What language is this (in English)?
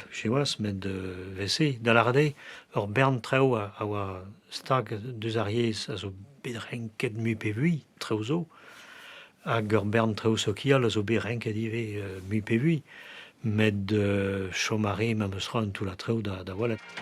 Breton